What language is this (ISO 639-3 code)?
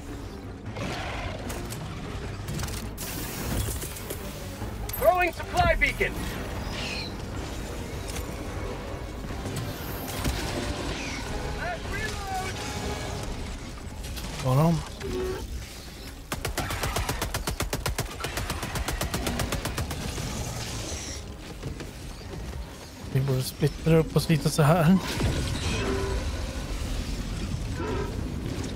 swe